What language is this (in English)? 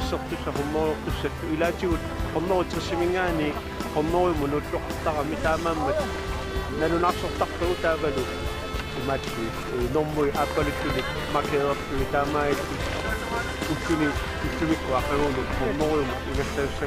Kalaallisut